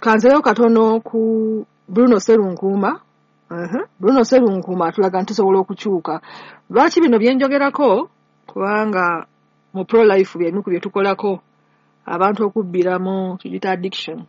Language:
Ganda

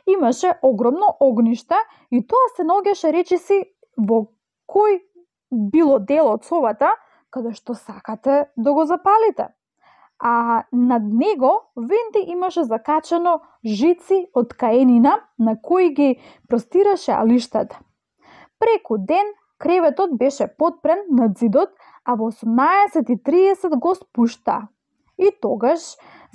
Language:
Macedonian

